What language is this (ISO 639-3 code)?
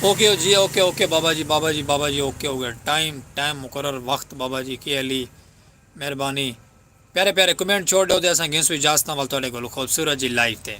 skr